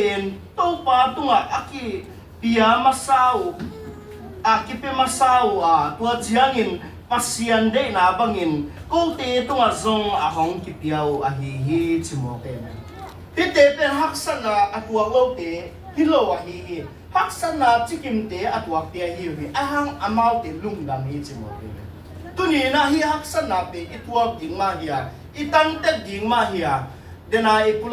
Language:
Tedim Chin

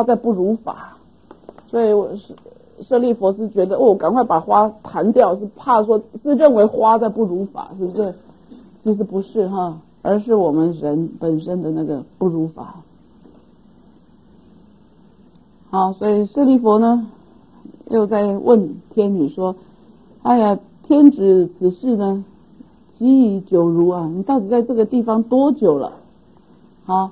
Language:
Chinese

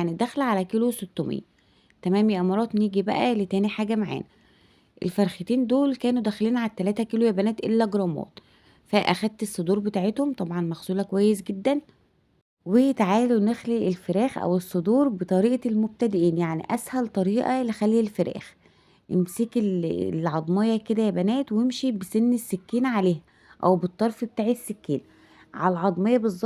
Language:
Egyptian Arabic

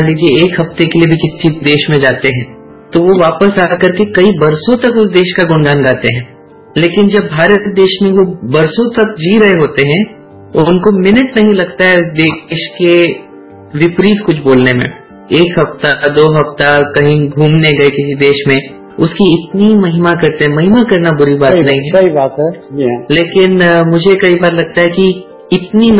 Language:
Hindi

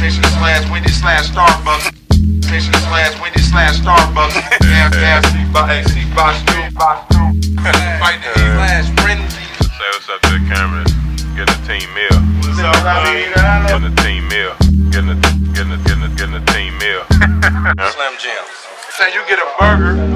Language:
English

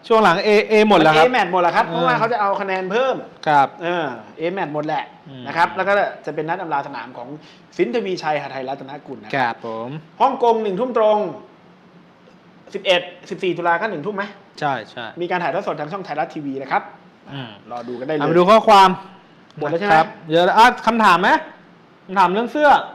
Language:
Thai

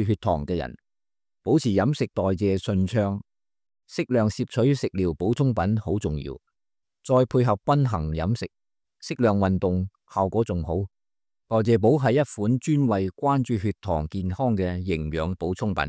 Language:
Cantonese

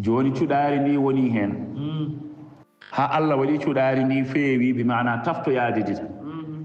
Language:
Fula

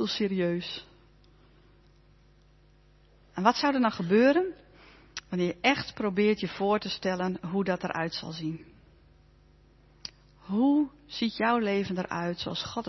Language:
Dutch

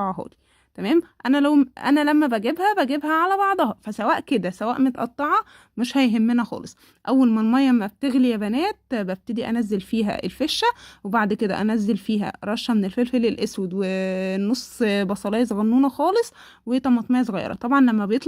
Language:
Egyptian Arabic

